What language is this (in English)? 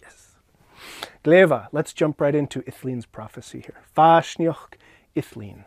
Scottish Gaelic